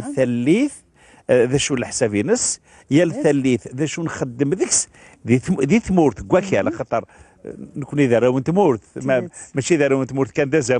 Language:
Kabyle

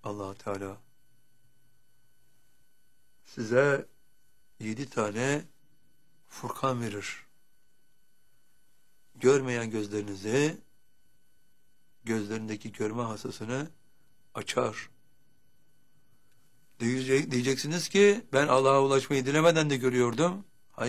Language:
Turkish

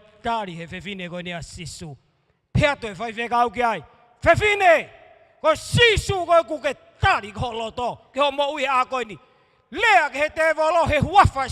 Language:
Tongan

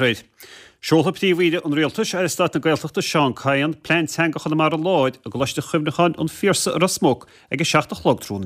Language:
Irish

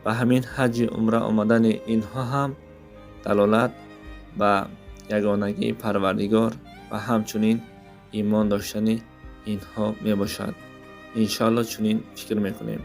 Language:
Tajik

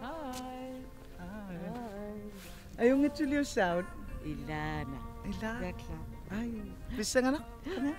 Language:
Kalaallisut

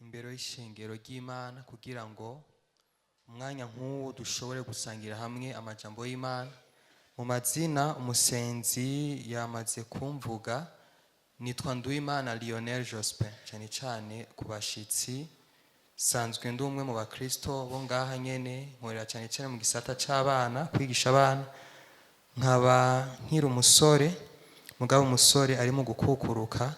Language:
Rundi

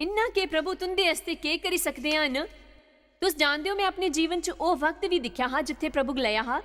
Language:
Dogri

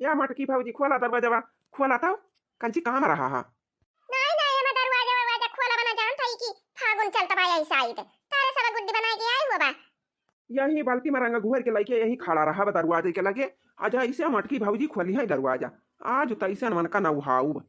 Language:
Awadhi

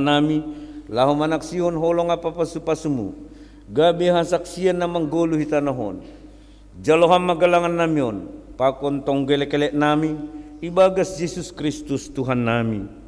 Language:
Batak Simalungun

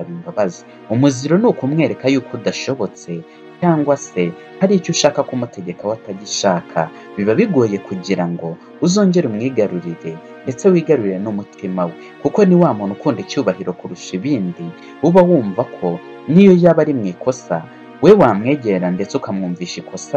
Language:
Kinyarwanda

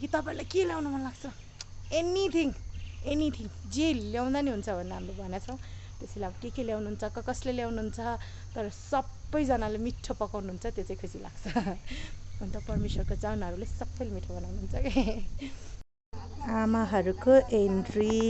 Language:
Nepali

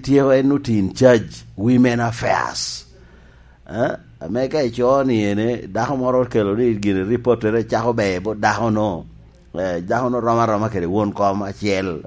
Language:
Lango (Uganda)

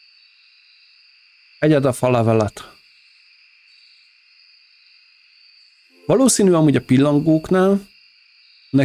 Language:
Hungarian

